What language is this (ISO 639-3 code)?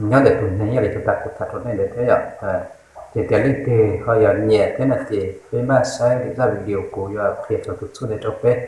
hmn